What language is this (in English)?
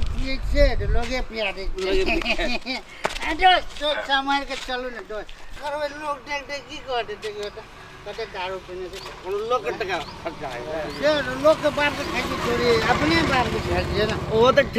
Maithili